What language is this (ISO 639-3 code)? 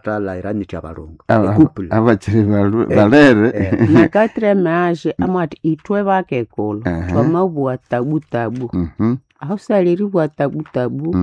nnb